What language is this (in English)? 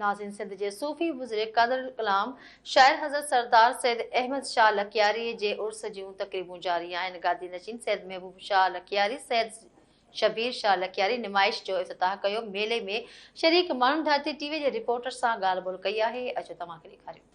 Sindhi